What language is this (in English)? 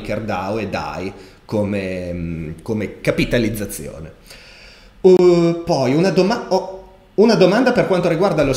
Italian